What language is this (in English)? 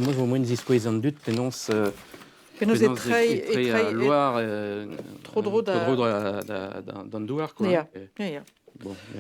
Breton